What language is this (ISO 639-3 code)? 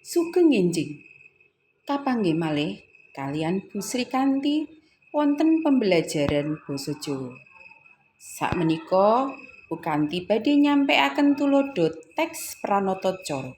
jav